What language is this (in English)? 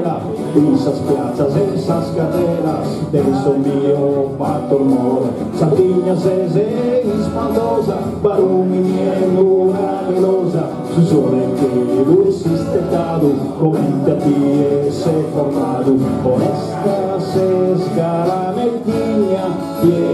Sardinian